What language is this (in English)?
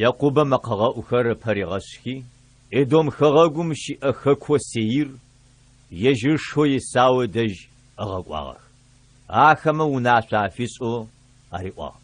Adyghe